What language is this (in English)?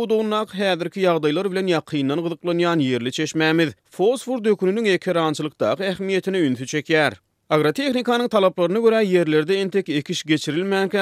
Turkmen